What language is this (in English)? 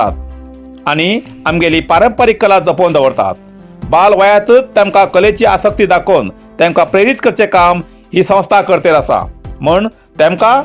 Konkani